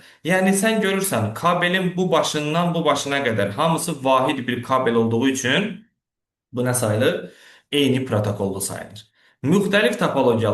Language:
Azerbaijani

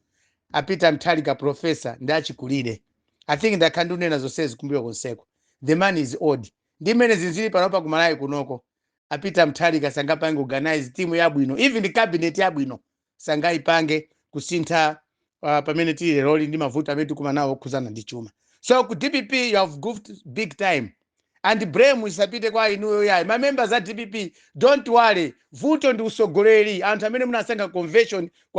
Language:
Nyanja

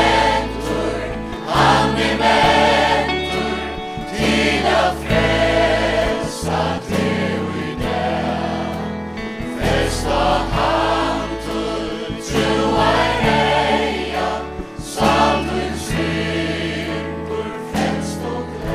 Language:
Faroese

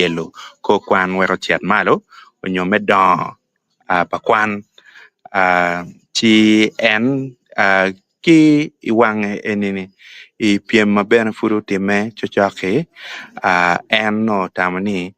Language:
Acoli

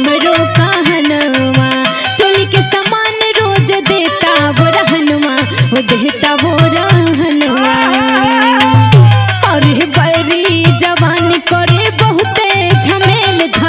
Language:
Bhojpuri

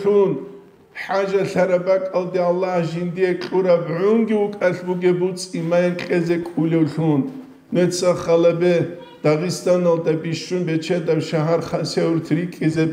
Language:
Avaric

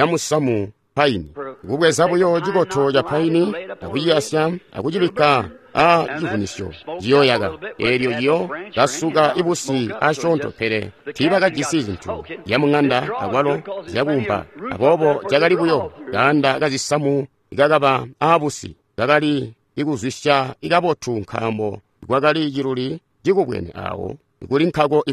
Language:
Tonga (Zambia)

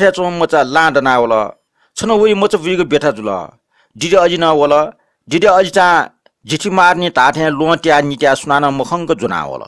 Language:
Newari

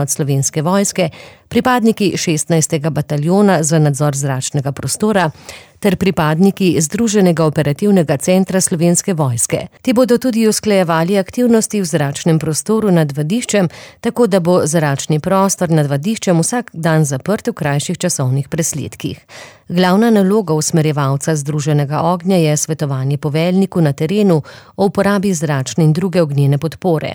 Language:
Slovenian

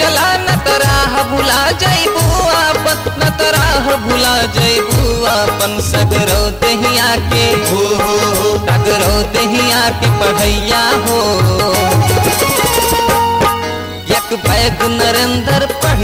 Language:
Bhojpuri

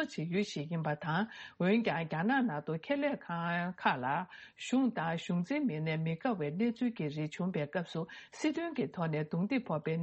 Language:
Tibetan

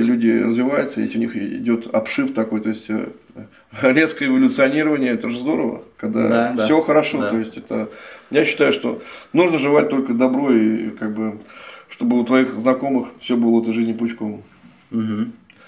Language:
Russian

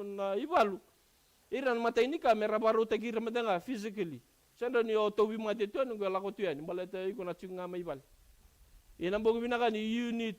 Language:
Fijian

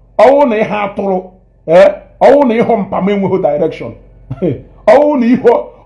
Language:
Igbo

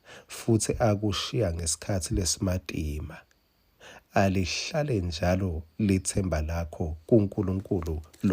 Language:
Swati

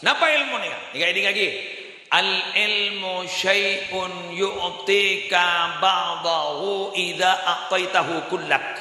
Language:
Madurese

